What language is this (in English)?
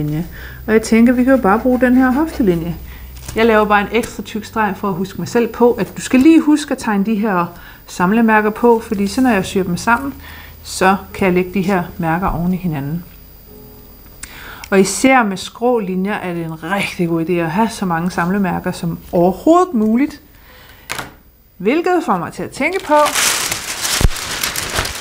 Danish